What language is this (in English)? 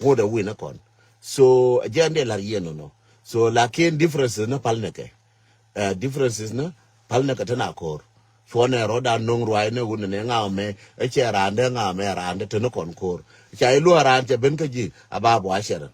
Nuer